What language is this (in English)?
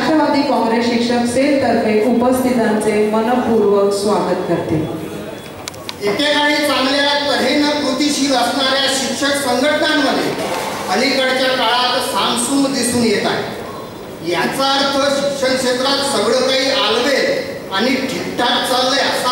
Marathi